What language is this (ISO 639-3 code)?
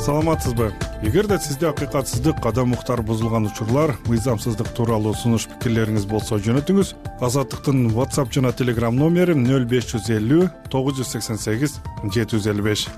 kir